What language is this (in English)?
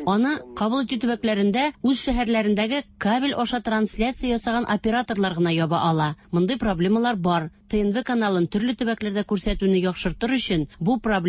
Tatar